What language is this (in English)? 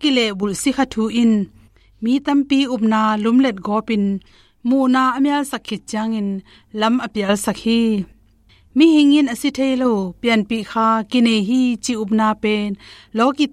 Tedim Chin